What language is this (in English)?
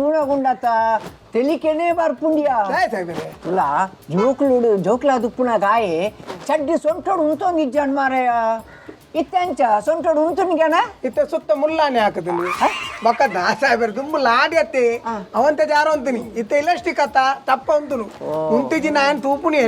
Tulu